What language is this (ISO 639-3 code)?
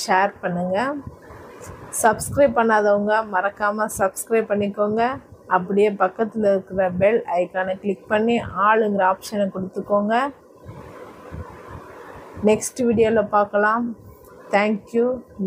tam